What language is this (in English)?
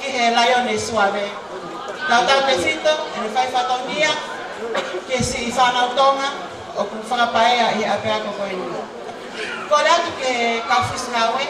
Tongan